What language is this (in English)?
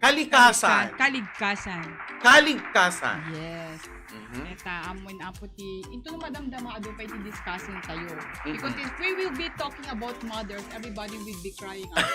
Iloko